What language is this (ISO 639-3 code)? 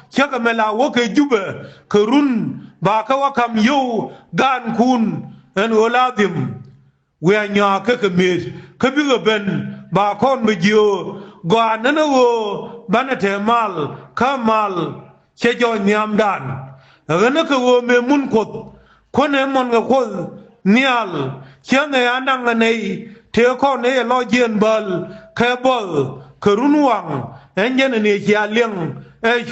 nus